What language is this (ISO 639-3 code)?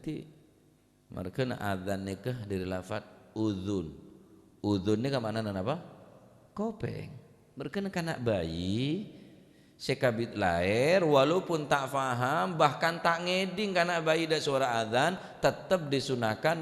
mad